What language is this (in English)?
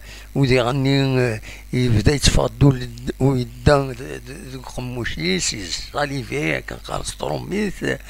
Kabyle